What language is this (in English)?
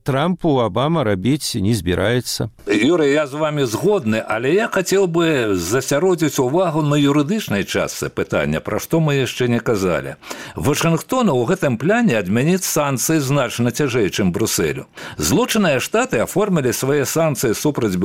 Belarusian